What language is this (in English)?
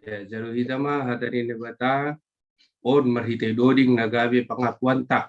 Batak Simalungun